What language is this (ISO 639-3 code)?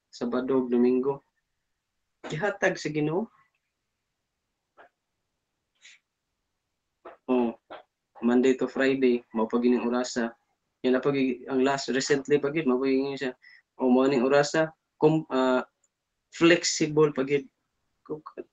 ceb